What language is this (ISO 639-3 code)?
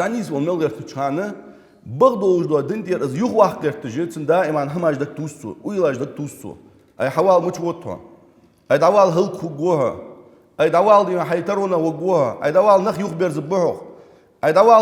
inh